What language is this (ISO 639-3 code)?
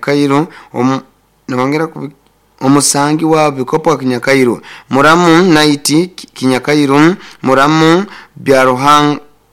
nyo